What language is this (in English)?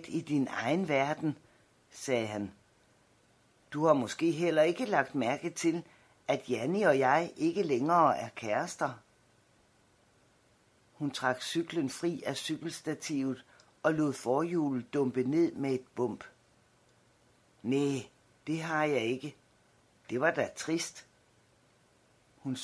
Danish